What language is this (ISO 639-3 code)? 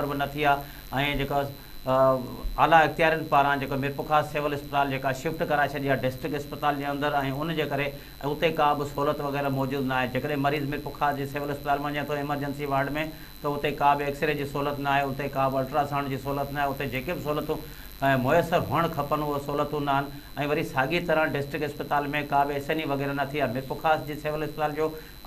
snd